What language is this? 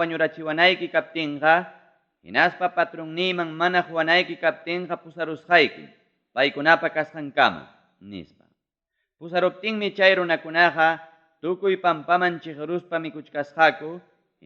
Ayacucho Quechua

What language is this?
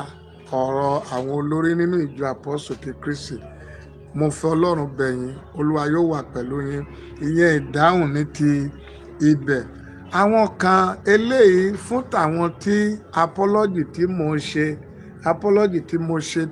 Yoruba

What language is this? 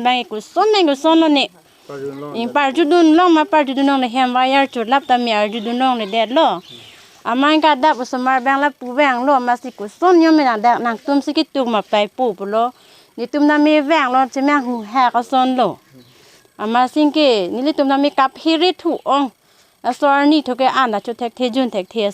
Karbi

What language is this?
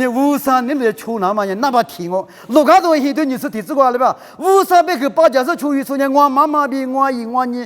Lisu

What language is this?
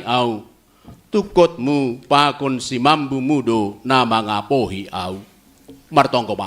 Batak Simalungun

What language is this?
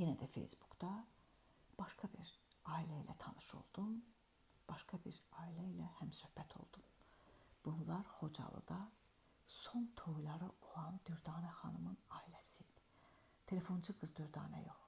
Azerbaijani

